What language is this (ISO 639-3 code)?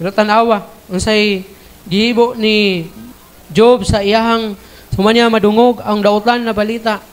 ceb